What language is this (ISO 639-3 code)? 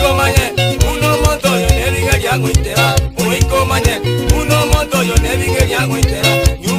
guz